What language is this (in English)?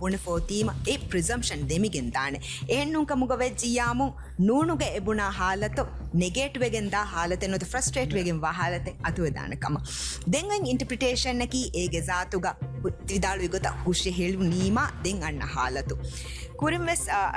Divehi